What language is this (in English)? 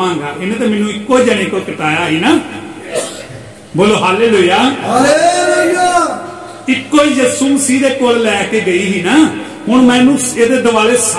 Punjabi